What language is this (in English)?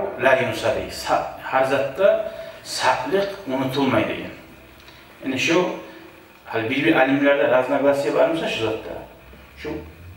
Kumyk